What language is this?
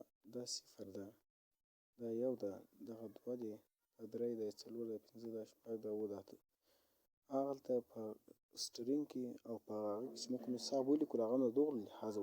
Pashto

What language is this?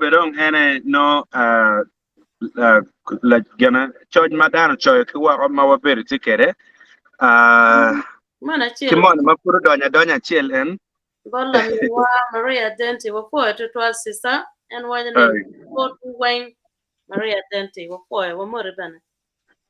Acoli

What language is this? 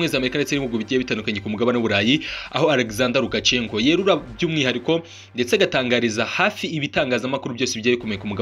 Kinyarwanda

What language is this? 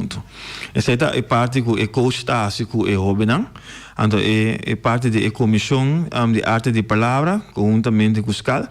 Papiamento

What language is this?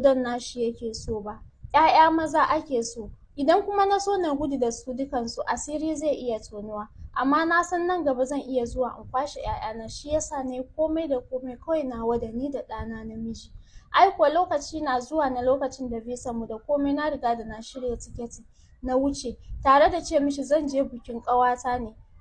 Hausa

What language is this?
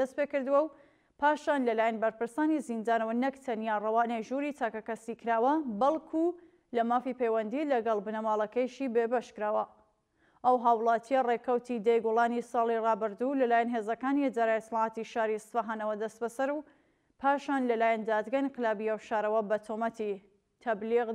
Central Kurdish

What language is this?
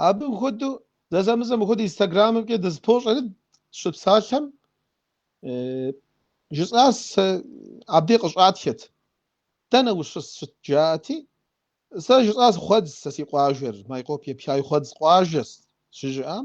Kabardian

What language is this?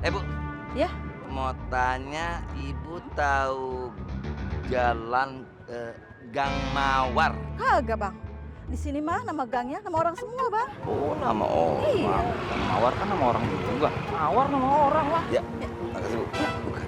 Betawi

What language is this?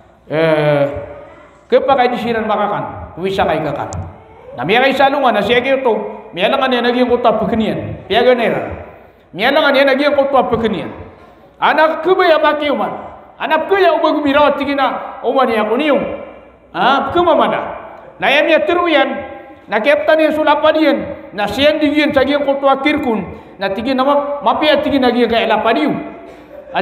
Maranao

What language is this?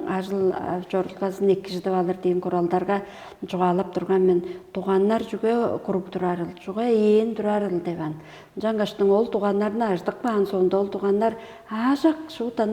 Tuvinian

